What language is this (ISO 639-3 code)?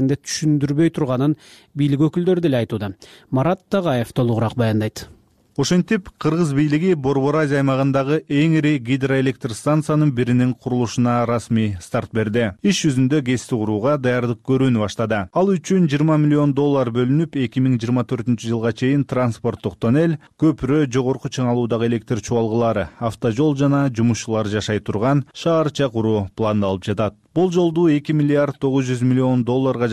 kir